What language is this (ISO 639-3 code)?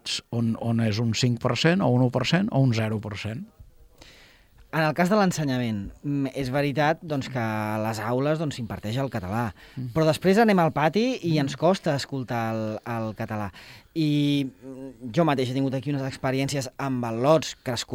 cat